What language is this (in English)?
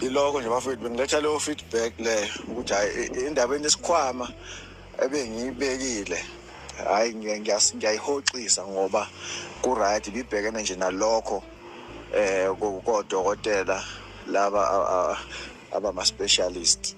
Zulu